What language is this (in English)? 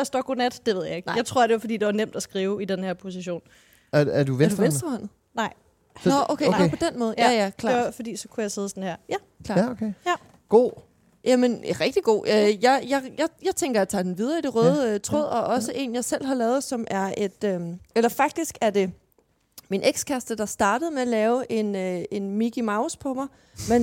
Danish